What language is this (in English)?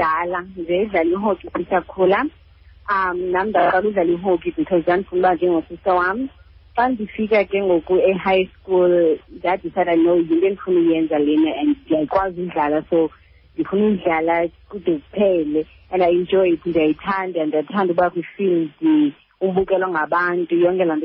Xhosa